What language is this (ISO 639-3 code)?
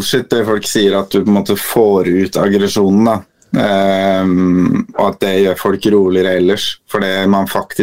nor